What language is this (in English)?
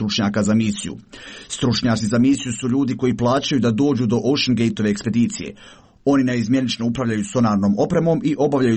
Serbian